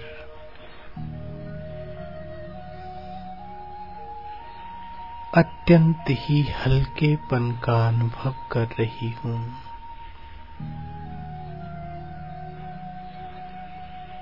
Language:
Hindi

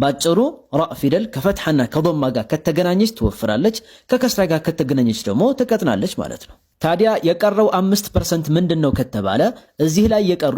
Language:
Amharic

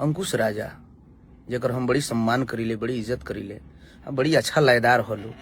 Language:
Bhojpuri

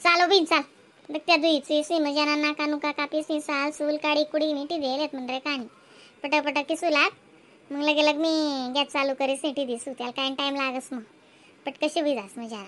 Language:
Khandesi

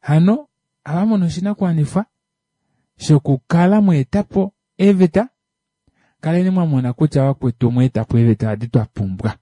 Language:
Kuanyama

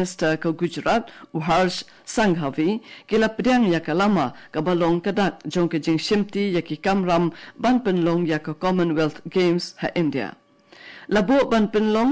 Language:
Khasi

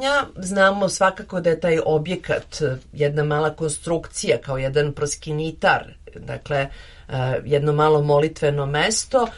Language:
Serbian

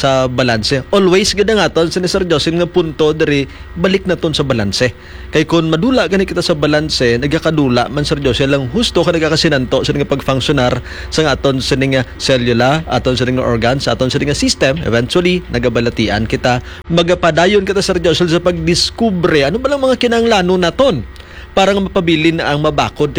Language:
Hiligaynon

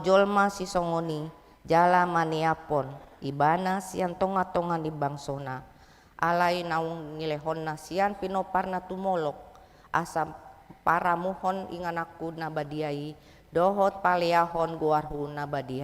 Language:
Batak Toba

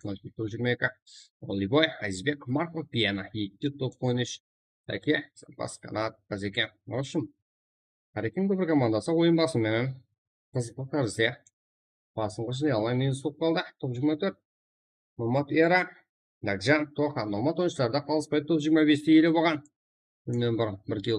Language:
Kara-Kalpak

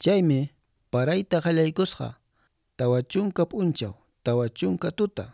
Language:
Quechua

